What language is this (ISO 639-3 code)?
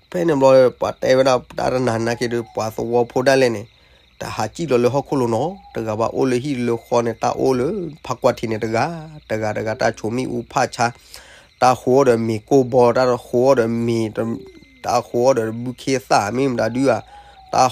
ksw